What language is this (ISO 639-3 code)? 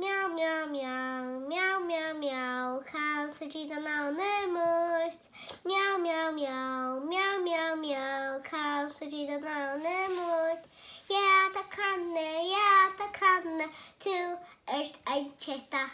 fao